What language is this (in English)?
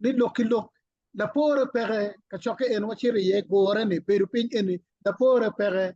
Acoli